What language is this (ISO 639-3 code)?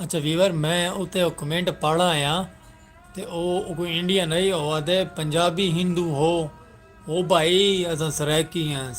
skr